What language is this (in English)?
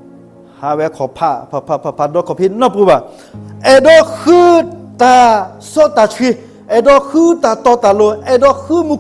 S'gaw Karen